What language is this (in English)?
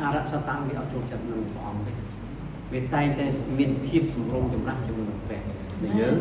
Khmer